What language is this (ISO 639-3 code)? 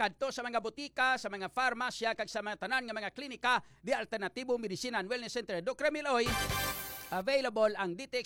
hil